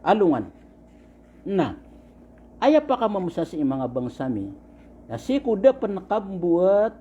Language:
Maranao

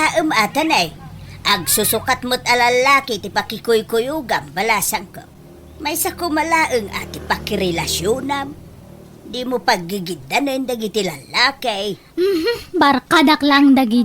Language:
Iloko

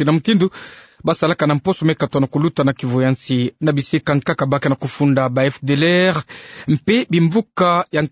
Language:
Kituba (Democratic Republic of Congo)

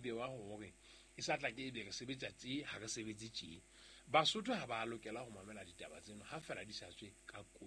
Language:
Southern Sotho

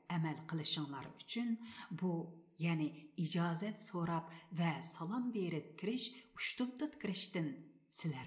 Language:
Uyghur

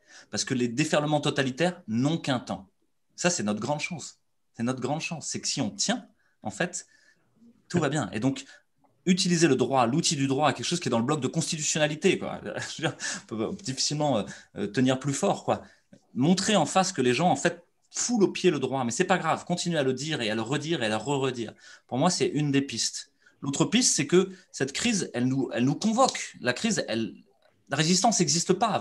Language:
French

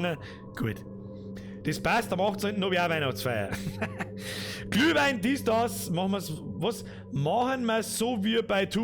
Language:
Bavarian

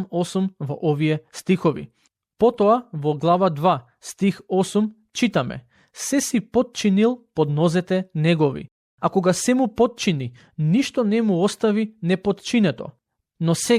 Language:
Macedonian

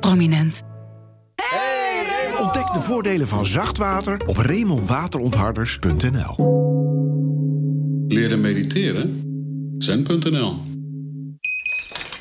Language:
Dutch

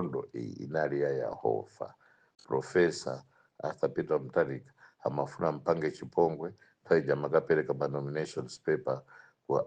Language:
Nyanja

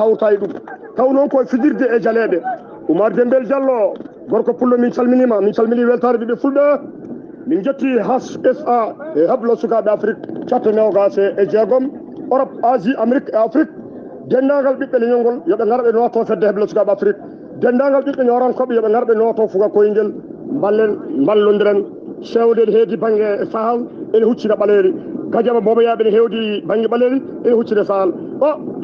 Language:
Fula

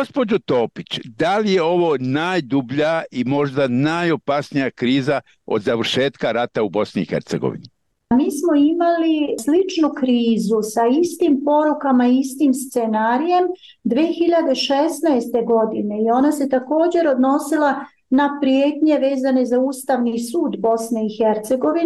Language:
Bosnian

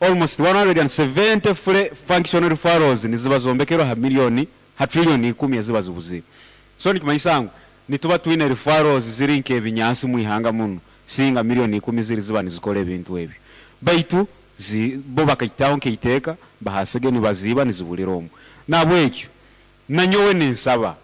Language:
Nyoro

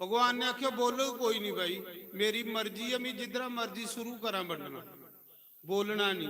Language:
Dogri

